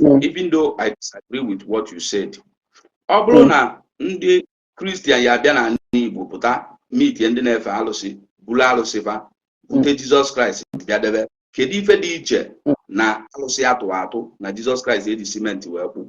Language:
Igbo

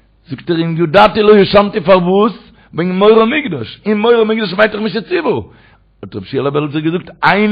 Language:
Yiddish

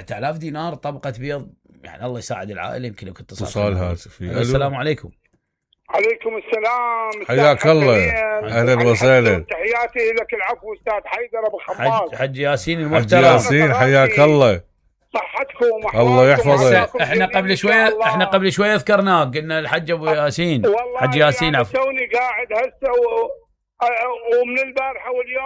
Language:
Mesopotamian Arabic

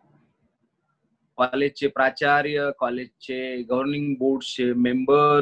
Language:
Marathi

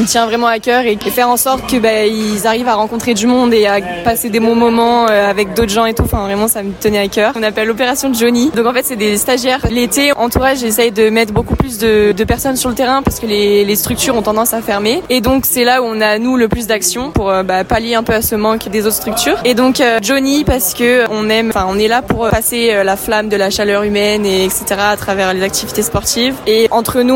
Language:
French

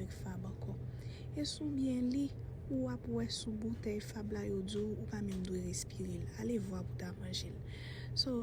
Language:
Haitian Creole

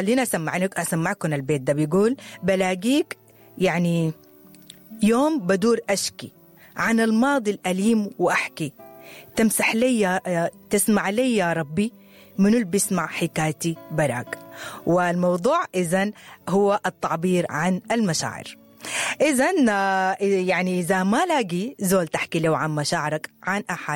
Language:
Sudanese Arabic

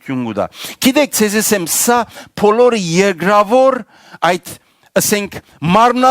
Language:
Western Armenian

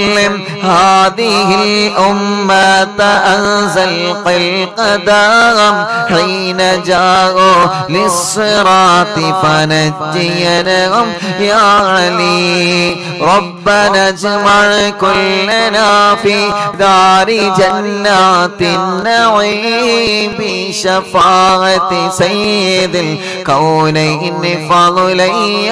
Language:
Malayalam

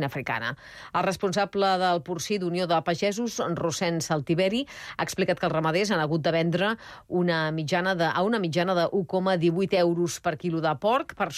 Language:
Catalan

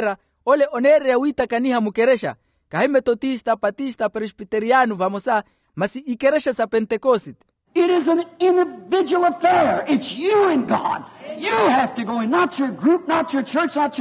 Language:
Makhuwa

